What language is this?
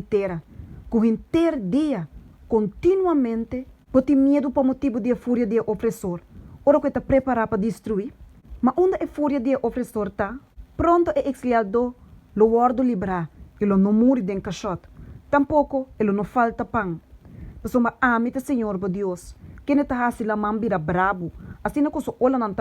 Papiamento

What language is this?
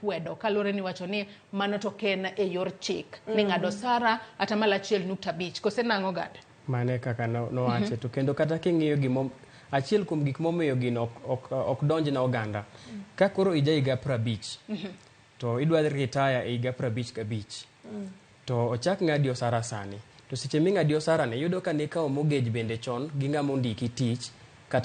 Luo (Kenya and Tanzania)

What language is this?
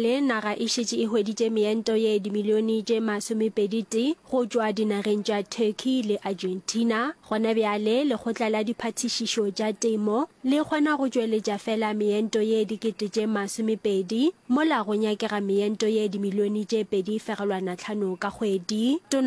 Northern Sotho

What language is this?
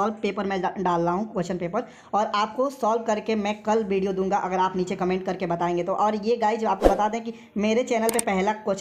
Hindi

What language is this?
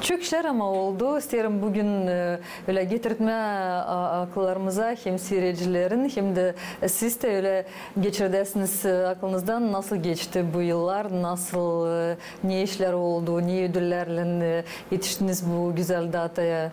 Gagauz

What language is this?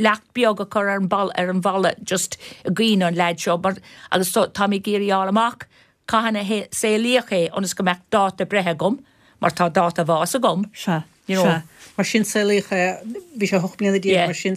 Irish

